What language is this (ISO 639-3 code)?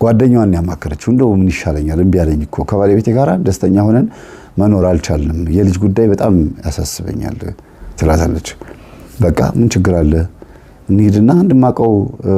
amh